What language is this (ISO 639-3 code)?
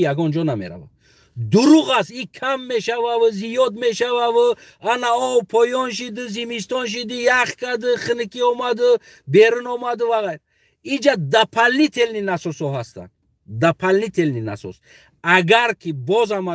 tgk